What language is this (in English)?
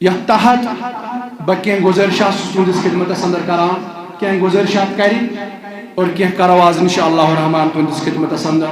Kashmiri